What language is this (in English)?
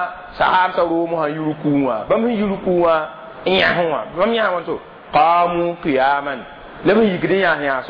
Mossi